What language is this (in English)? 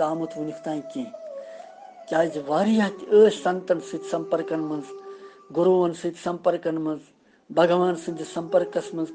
Kashmiri